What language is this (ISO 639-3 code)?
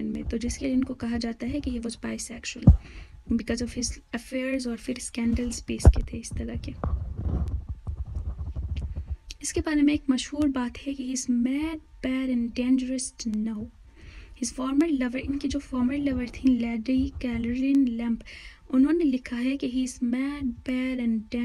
hin